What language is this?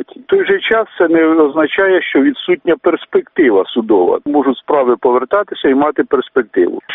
Ukrainian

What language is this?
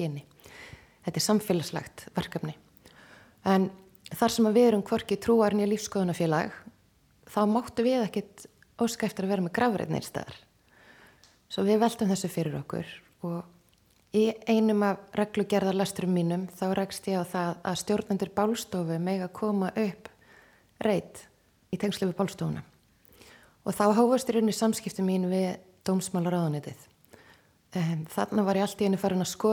Icelandic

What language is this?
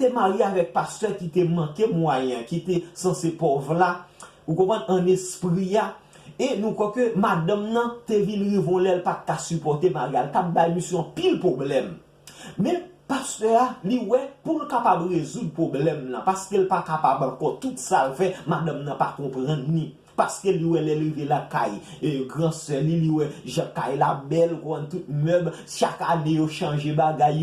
Haitian Creole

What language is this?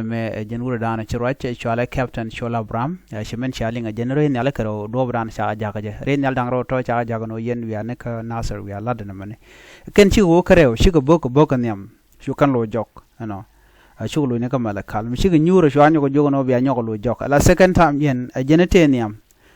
Nuer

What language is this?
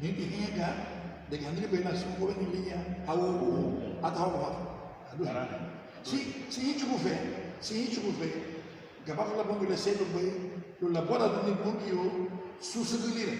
Garifuna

